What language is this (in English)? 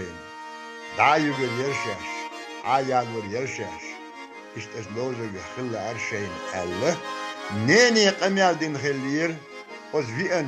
Chechen